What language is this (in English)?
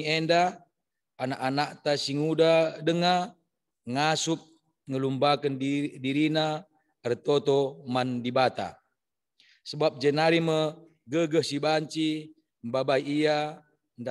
Batak Karo